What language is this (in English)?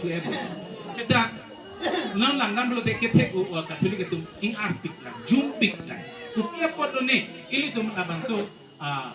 Karbi